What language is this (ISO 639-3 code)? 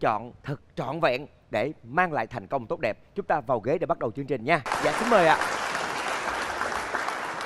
vie